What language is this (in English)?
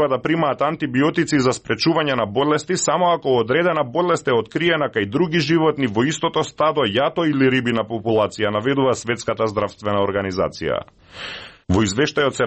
Macedonian